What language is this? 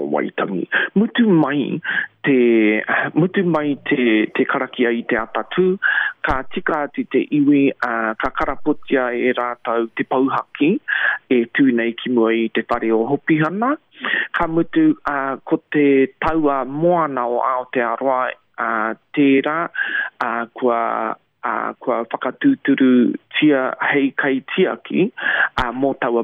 Māori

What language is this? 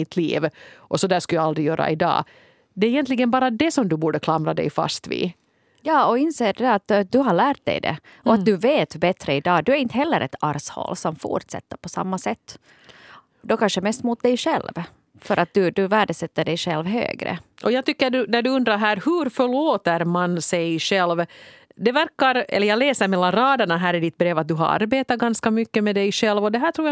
Swedish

